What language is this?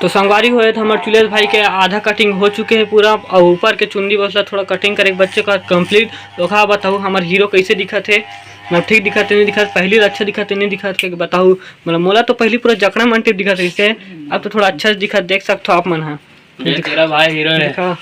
Chhattisgarhi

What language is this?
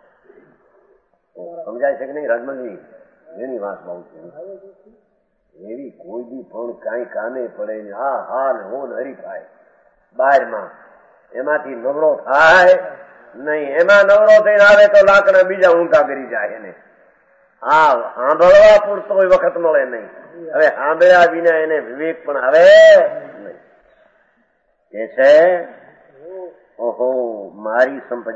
Gujarati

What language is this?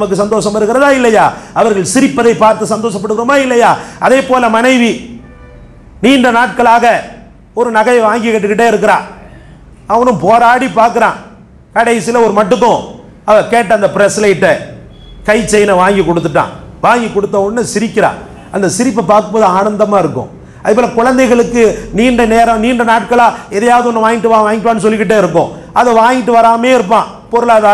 Tamil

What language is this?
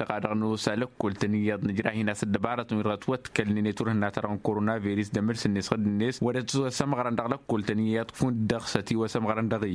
Tamasheq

